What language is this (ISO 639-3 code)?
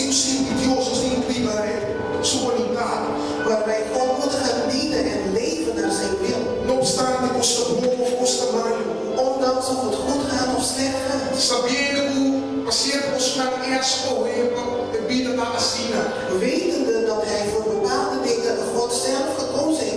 pap